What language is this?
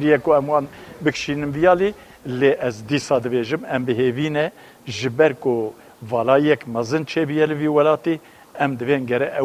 Kurdish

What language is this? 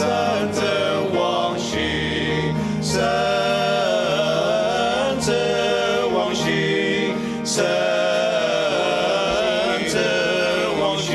Ao Naga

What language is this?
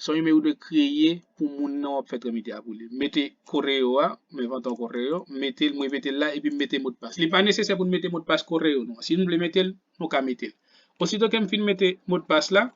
Haitian Creole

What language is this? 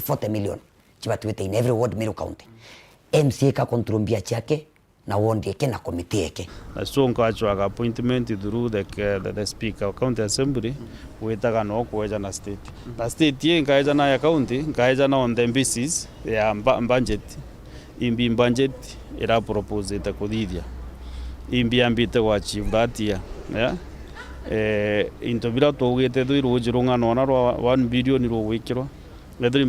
Meru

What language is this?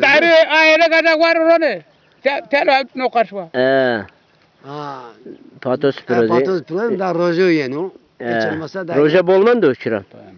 Zaza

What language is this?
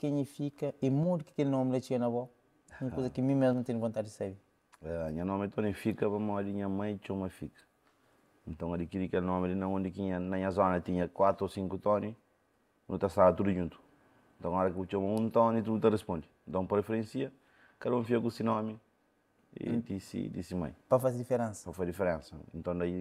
Kabuverdianu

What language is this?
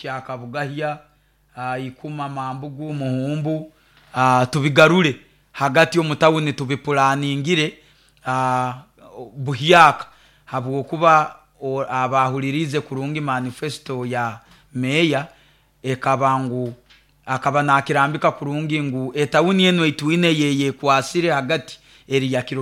Nyoro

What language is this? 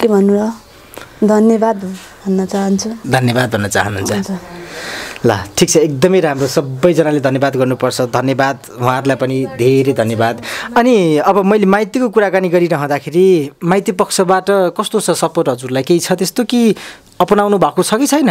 Nepali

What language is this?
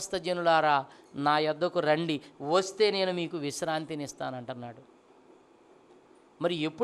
Telugu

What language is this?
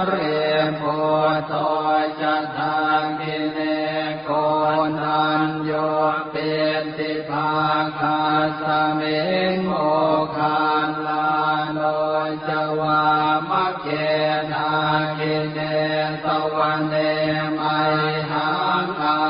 Pali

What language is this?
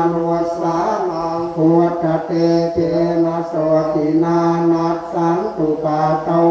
Pali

